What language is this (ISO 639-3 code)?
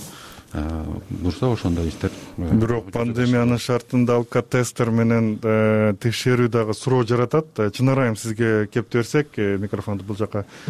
kir